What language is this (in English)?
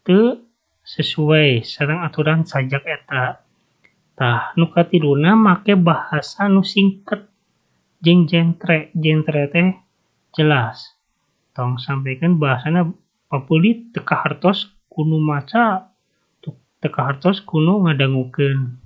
Sundanese